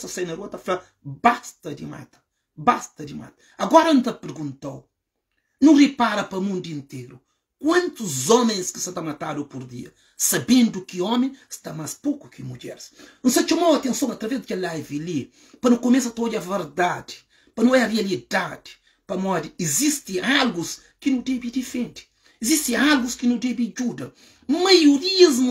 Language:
Kabuverdianu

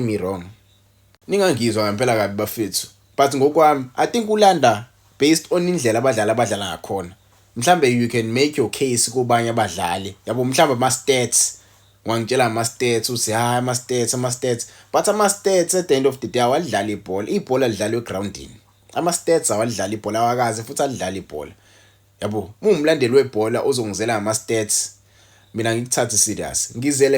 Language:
Zulu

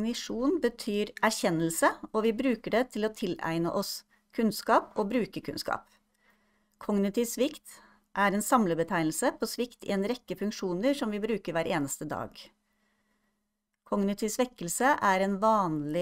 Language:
Norwegian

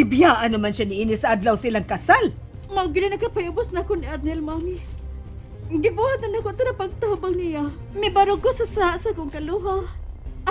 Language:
Cebuano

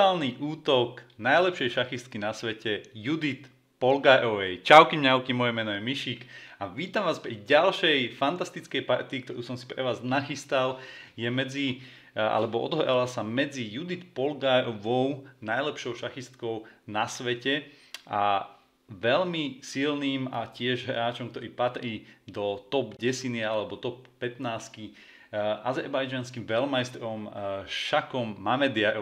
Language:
Slovak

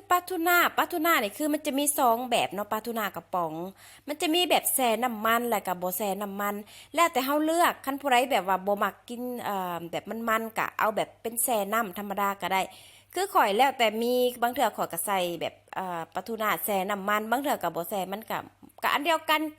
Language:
Lao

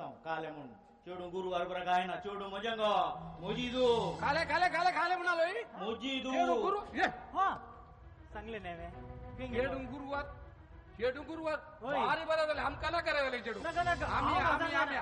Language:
Konkani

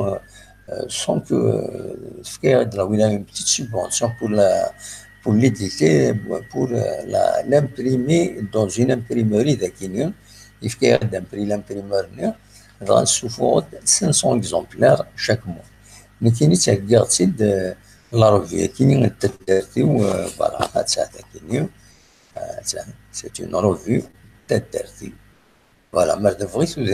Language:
Kabyle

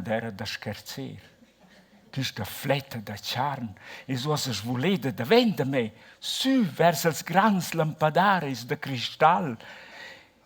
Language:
Romansh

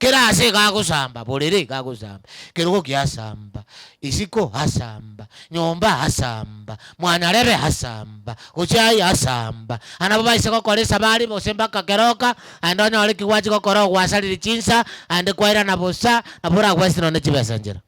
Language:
Gusii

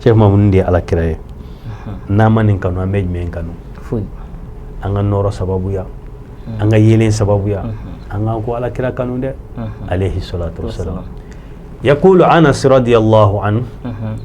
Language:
Bambara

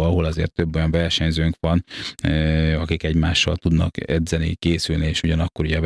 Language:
Hungarian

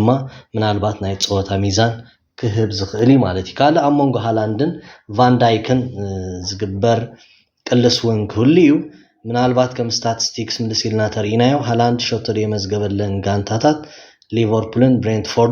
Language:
Tigrinya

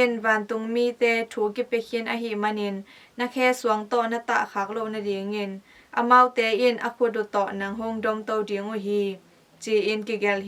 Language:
Tedim Chin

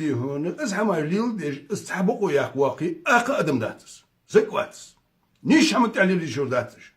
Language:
Ingush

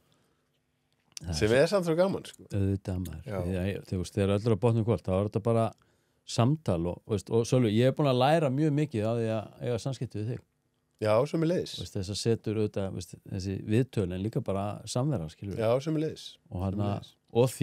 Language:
Icelandic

